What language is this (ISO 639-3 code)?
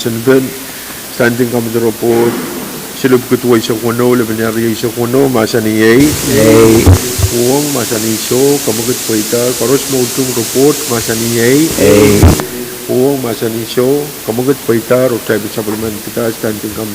pon